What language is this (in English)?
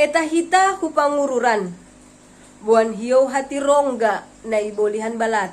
Batak Simalungun